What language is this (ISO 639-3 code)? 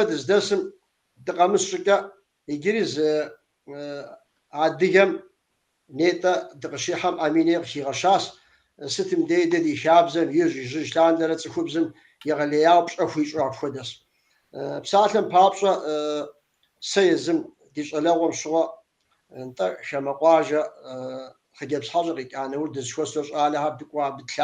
kbd